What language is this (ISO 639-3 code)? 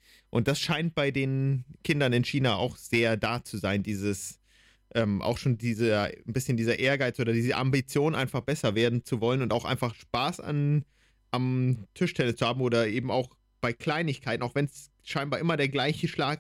deu